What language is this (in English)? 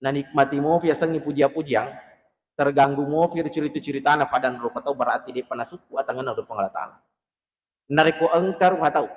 Buginese